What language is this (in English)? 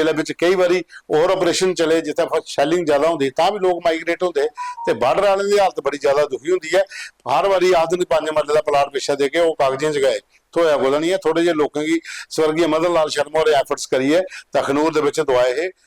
Dogri